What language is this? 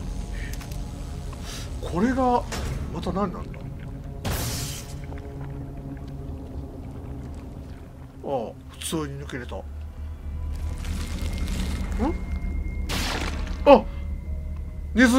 Japanese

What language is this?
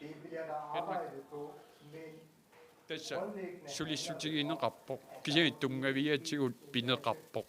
Kalaallisut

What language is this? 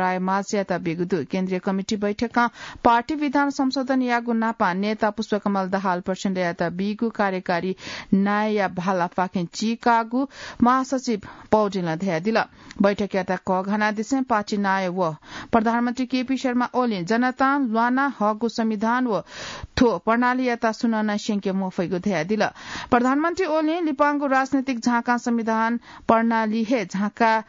Newari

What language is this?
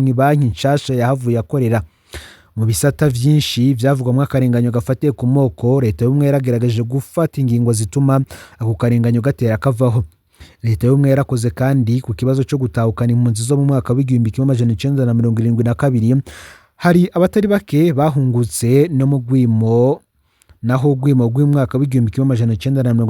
Rundi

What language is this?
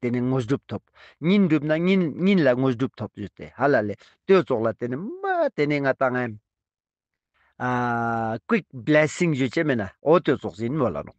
Ladakhi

